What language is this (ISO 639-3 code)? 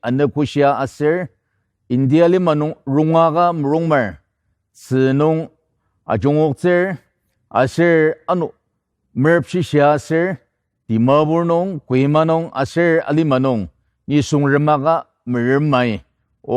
njo